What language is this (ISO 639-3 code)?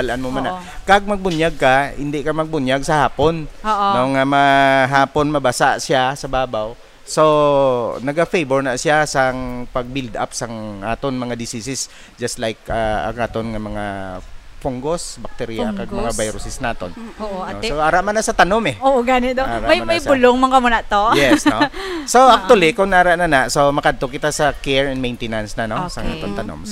hil